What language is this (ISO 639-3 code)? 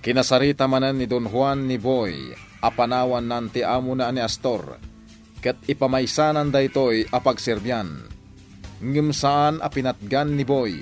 ilo